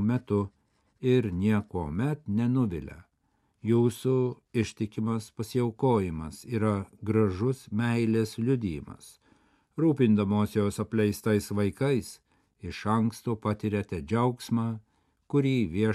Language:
Lithuanian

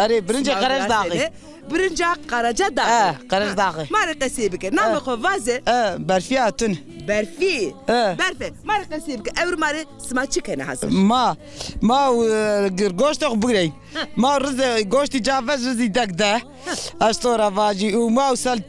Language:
Zaza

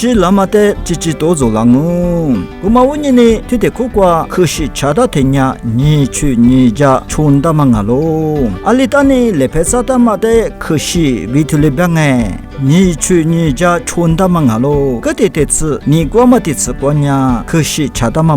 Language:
Lisu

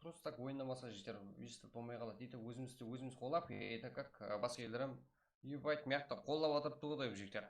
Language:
Kara-Kalpak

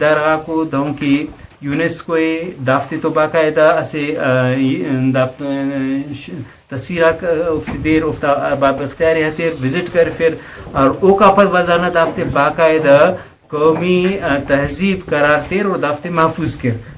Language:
Brahui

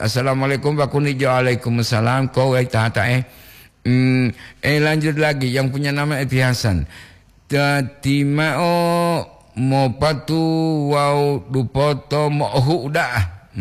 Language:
Gorontalo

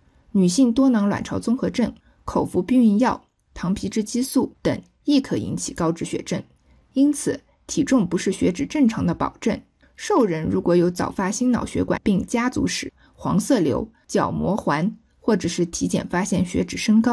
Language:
Chinese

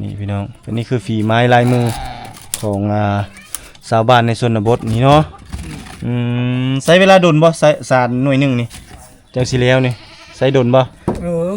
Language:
Lao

